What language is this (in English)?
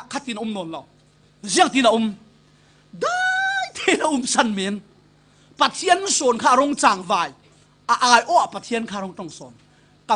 Falam Chin